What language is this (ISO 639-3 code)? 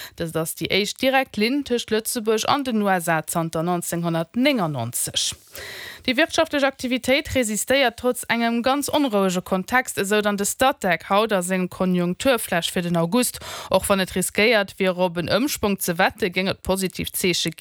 ltz